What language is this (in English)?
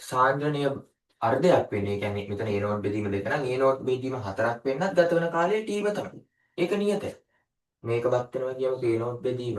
Sinhala